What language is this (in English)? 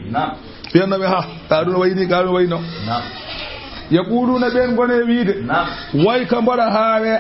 Fula